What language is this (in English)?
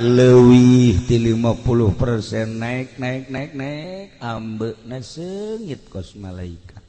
Sundanese